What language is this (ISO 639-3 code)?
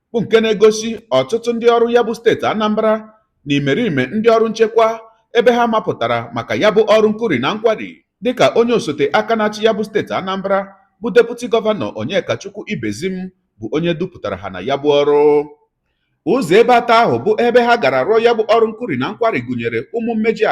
ibo